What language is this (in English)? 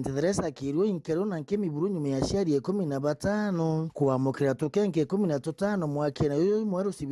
Meru